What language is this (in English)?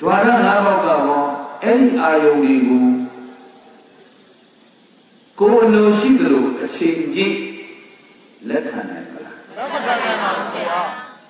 Burmese